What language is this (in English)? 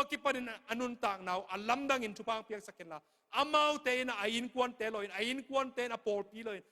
Tedim Chin